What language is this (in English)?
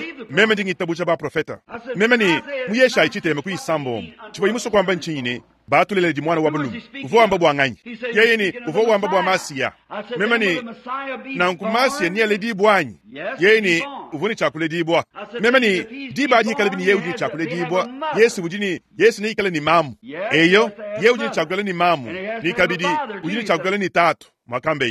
Luba-Lulua